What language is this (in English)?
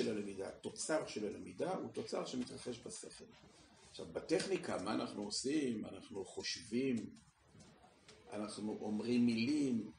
Hebrew